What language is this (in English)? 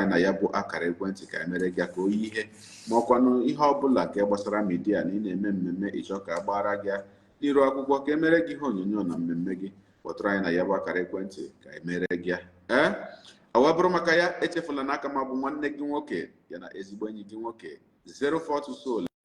Igbo